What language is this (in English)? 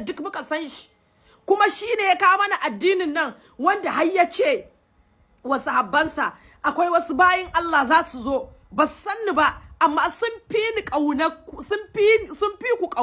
Hausa